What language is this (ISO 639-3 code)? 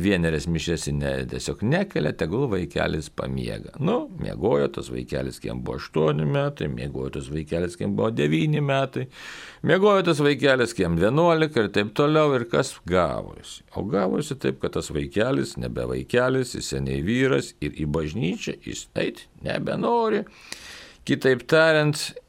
lit